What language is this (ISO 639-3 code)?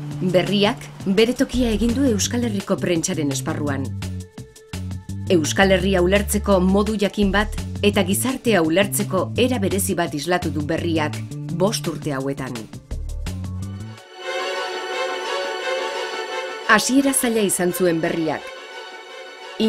eus